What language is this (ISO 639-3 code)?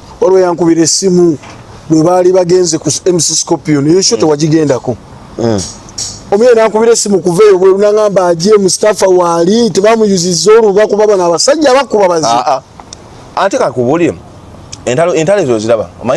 lug